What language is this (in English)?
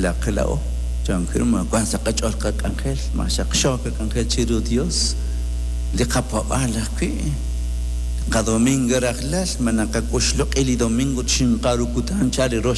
Kekchí